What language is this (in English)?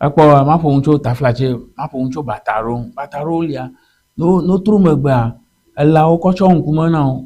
Ewe